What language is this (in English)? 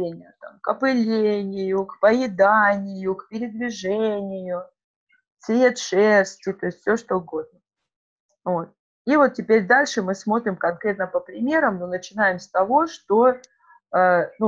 Russian